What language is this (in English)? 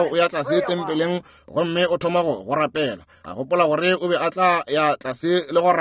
Northern Sotho